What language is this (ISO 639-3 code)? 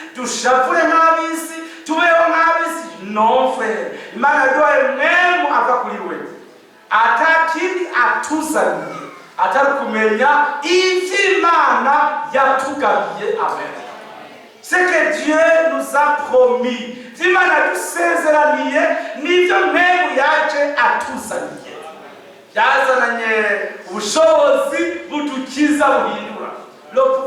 run